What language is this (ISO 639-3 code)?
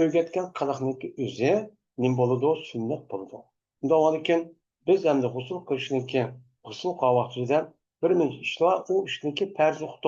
uig